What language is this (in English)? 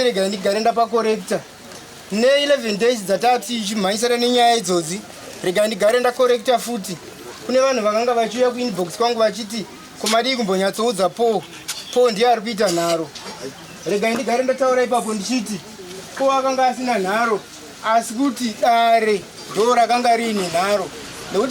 Shona